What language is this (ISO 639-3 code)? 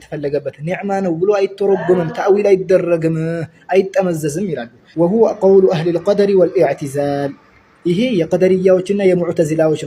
amh